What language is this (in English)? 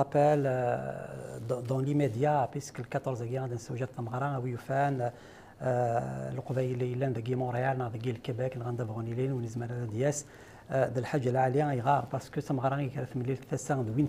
Kabyle